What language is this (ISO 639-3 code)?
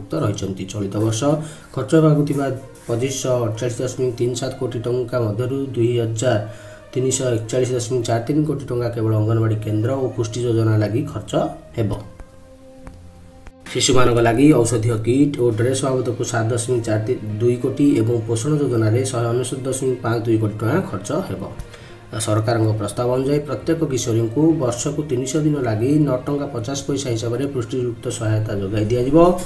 ori